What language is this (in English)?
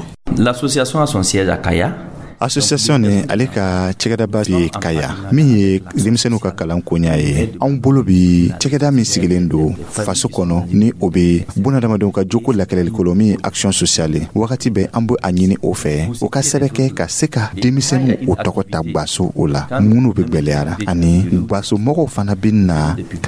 Dyula